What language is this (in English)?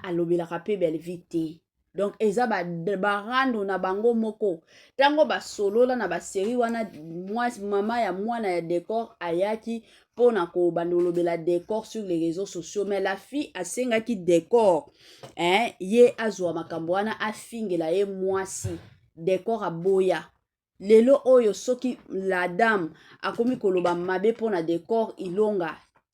Lingala